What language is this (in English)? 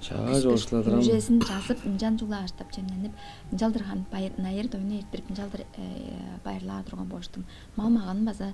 Tuvinian